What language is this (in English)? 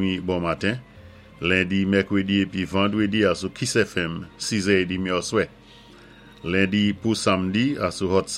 Saint Lucian Creole French